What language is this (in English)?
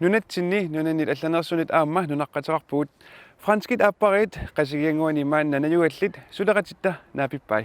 Kalaallisut